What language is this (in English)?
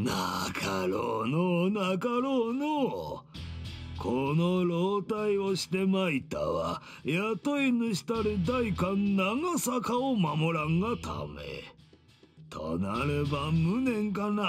Japanese